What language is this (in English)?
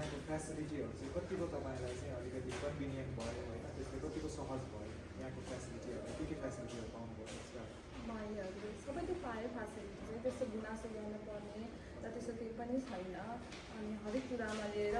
Nepali